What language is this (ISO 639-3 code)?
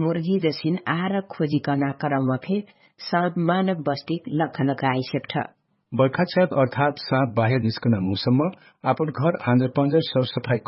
thl